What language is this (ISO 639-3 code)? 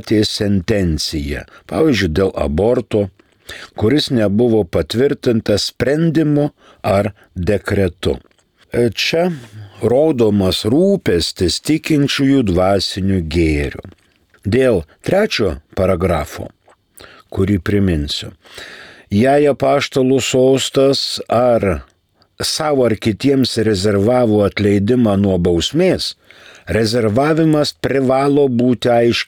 lit